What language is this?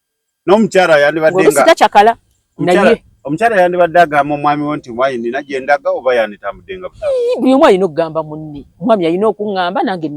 Ganda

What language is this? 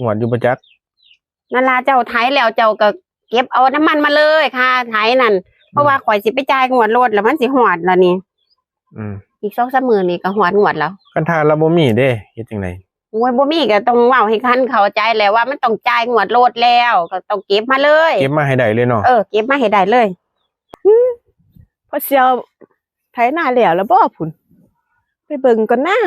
Northeastern Thai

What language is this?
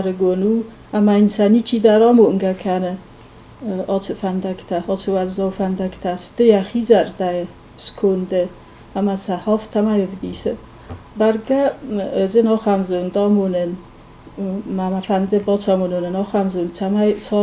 Ossetic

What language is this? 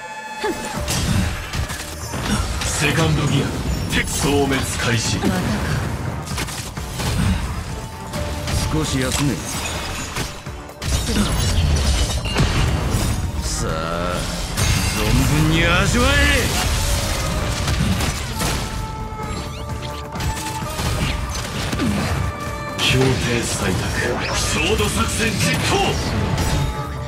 Japanese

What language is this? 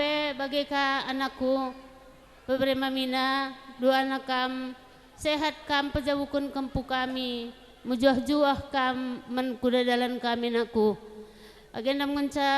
Batak Karo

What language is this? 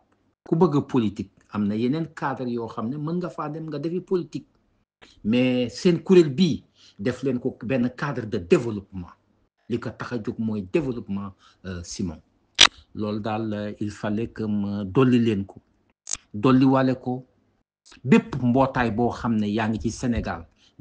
Wolof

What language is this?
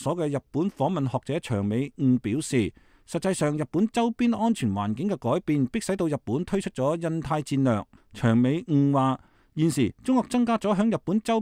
Cantonese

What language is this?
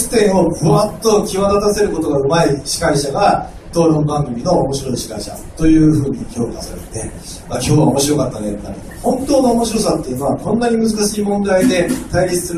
Japanese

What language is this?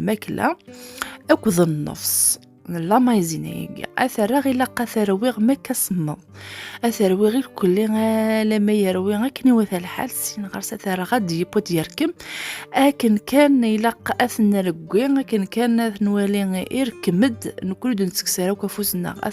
Kabyle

